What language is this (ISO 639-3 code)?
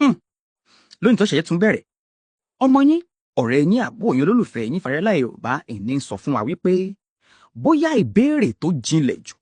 yor